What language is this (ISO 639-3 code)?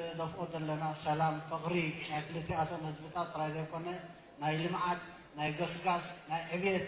tir